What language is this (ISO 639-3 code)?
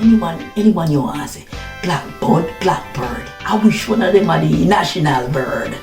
jam